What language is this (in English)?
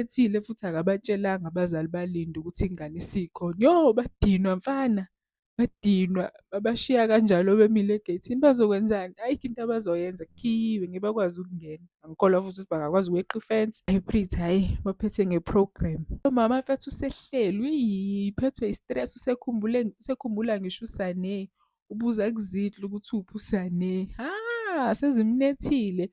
Zulu